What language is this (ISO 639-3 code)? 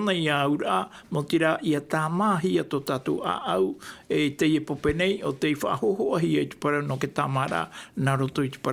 tah